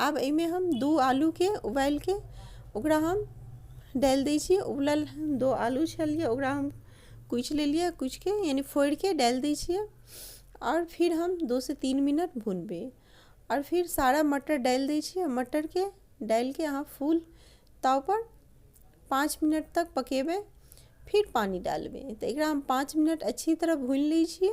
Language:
Maithili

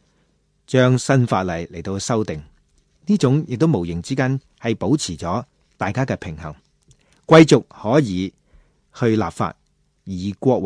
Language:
Cantonese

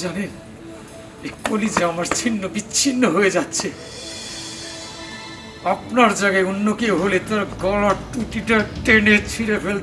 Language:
Bangla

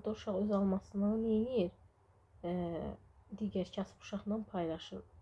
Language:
Azerbaijani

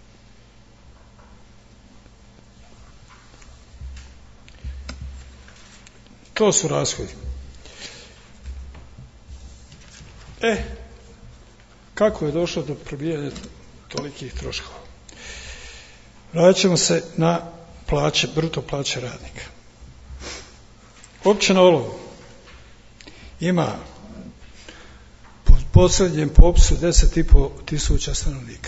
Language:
Bosnian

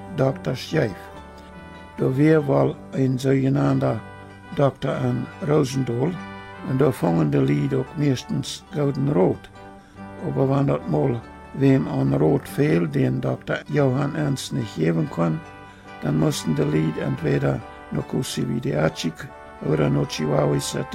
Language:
Plautdietsch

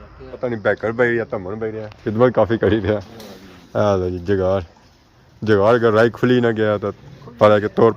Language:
Pahari-Potwari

